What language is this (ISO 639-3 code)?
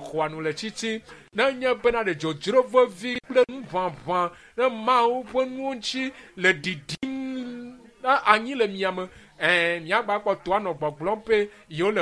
ewe